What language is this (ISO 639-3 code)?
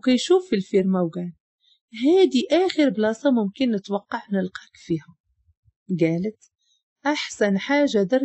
ary